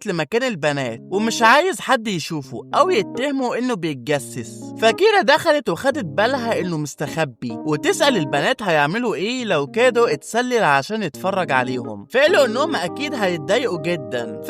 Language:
Egyptian Arabic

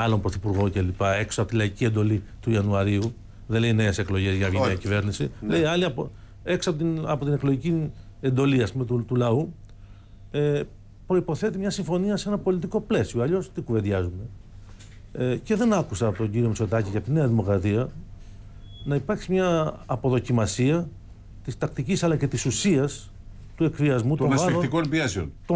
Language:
Greek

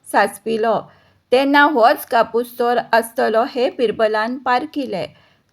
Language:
Konkani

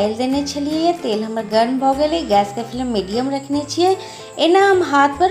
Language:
Maithili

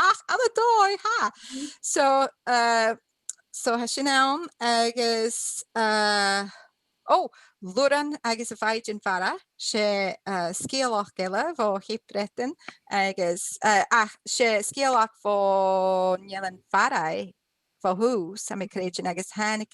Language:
Scottish Gaelic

